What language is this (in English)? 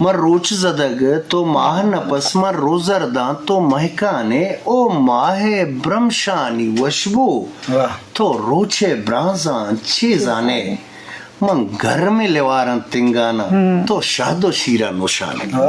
Eastern Balochi